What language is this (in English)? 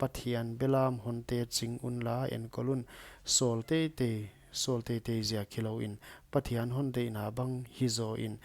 Paite Chin